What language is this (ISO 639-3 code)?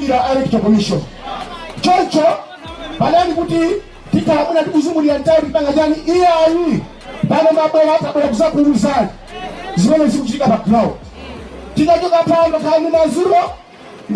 nya